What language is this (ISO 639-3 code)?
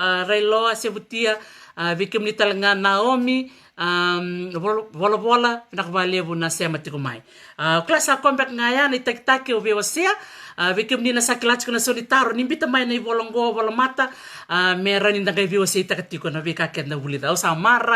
fij